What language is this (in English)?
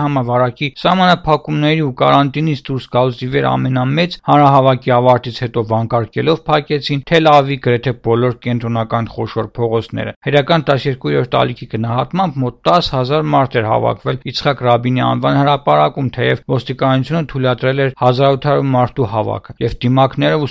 Armenian